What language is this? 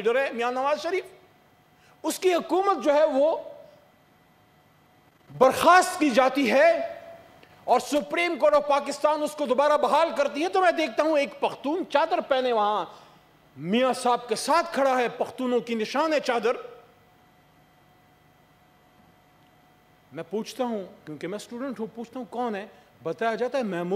Urdu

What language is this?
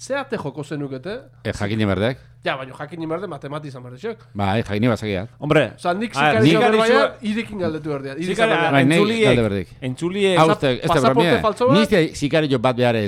Basque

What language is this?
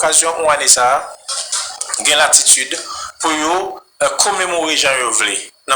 Haitian Creole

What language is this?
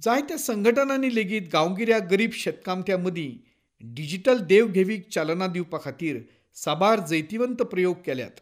Konkani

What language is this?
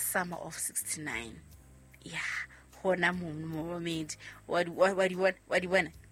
Southern Sotho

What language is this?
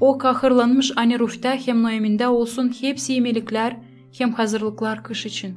Gagauz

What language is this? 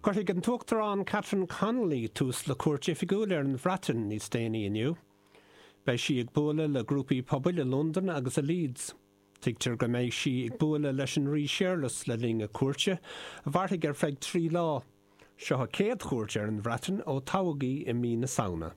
Irish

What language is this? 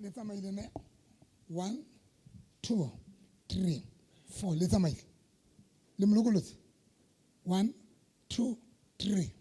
Southern Sotho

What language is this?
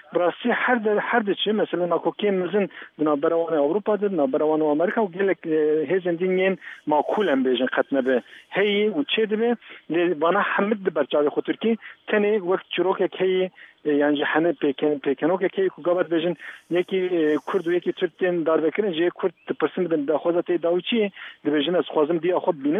Kurdish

